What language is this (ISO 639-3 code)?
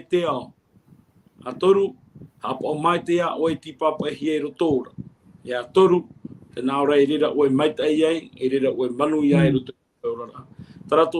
tah